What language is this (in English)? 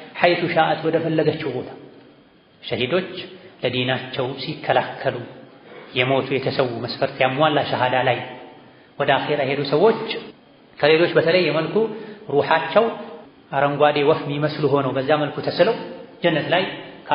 Amharic